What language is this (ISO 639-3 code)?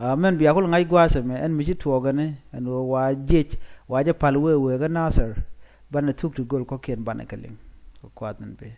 nus